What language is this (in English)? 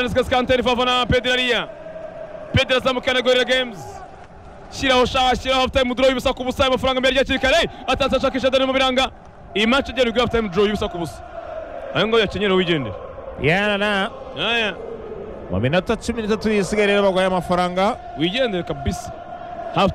Kinyarwanda